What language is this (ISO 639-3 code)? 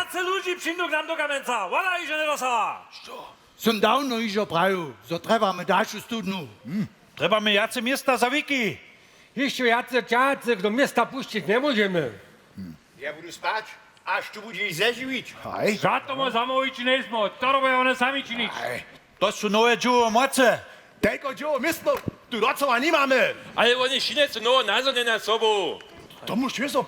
hsb